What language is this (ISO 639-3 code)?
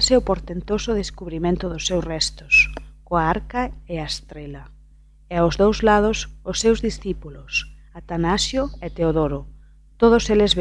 glg